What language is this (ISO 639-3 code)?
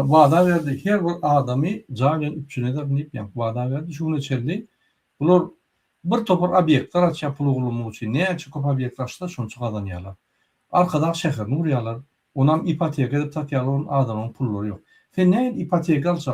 tuk